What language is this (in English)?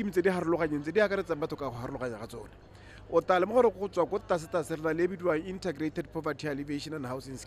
Tswana